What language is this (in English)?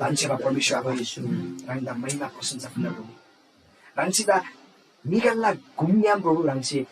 Eastern Tamang